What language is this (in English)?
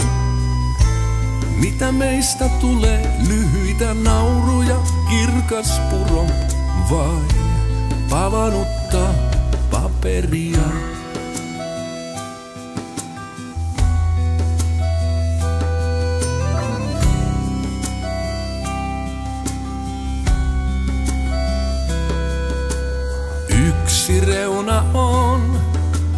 Finnish